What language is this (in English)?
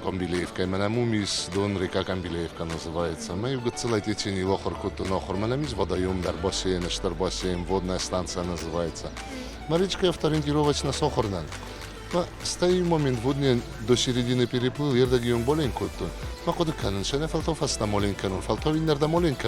Ossetic